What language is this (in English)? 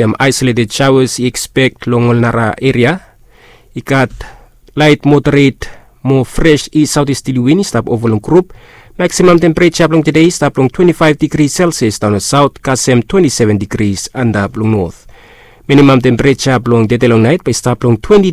Bislama